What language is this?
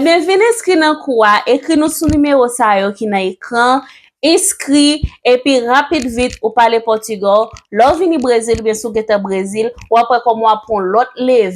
Haitian Creole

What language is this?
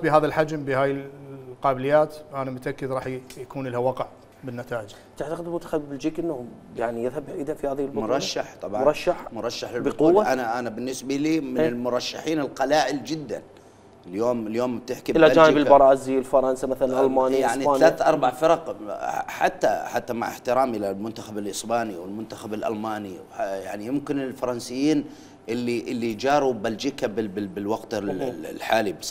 Mesopotamian Arabic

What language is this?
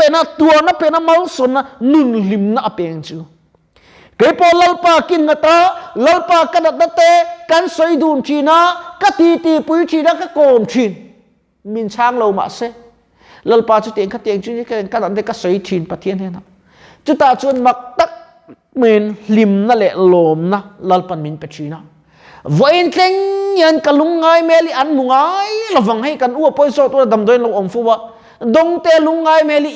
Mizo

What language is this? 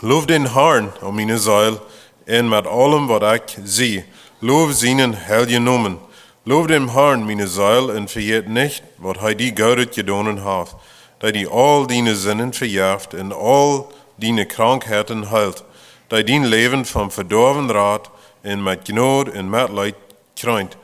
Plautdietsch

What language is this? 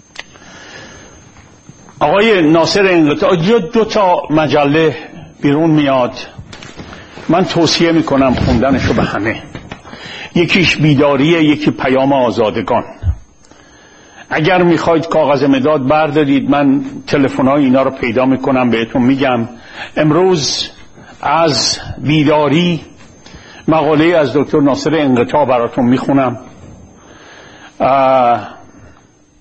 Persian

